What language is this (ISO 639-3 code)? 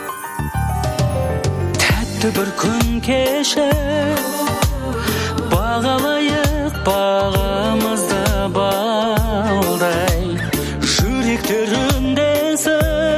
kaz